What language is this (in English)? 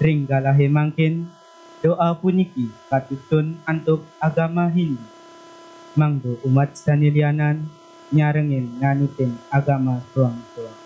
Balinese